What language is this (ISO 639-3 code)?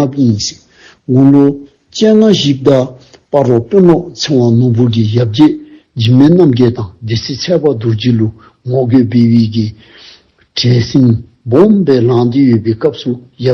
dzo